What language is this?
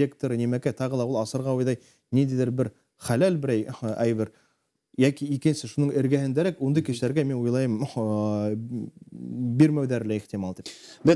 Bashkir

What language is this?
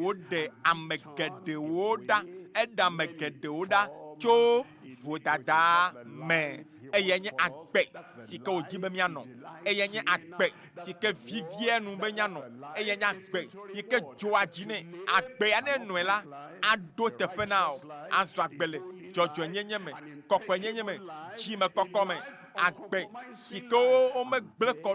Ewe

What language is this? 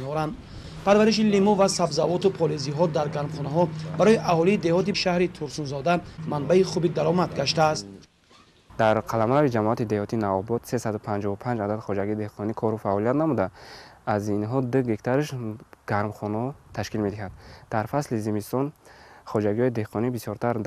Tajik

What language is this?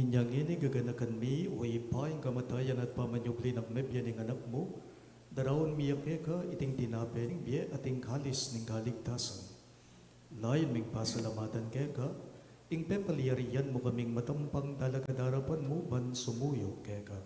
Pampanga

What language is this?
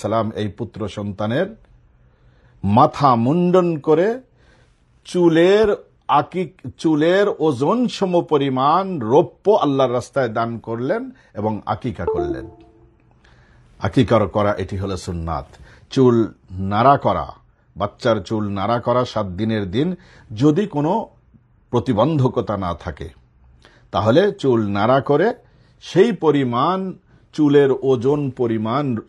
Bangla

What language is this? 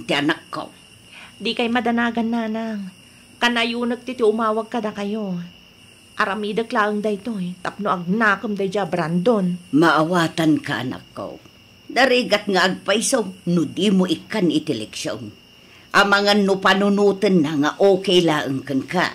Iloko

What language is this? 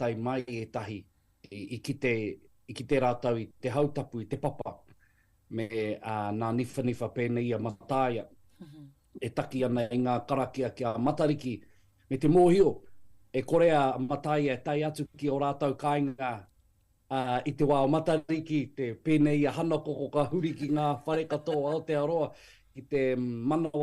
Māori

